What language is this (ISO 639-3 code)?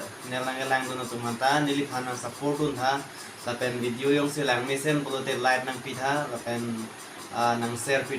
mjw